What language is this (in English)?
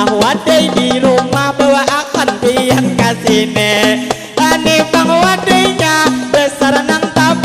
Banjar